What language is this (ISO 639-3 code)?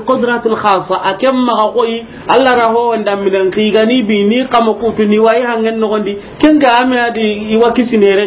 snk